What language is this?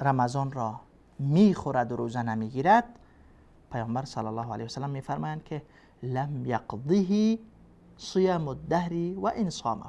Persian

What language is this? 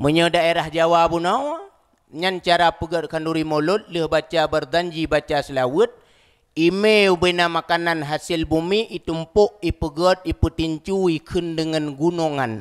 Achinese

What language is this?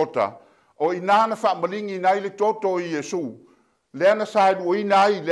Samoan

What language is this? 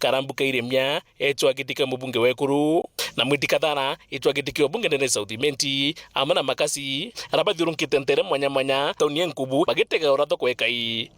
Meru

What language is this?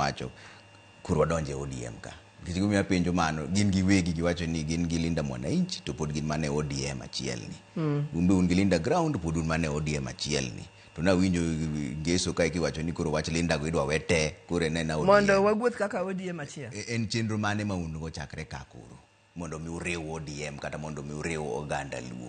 Luo (Kenya and Tanzania)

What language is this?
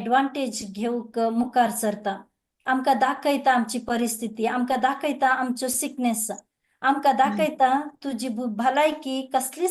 Konkani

